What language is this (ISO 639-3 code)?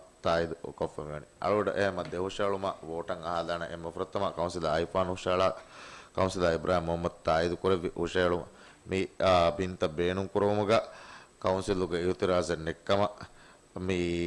div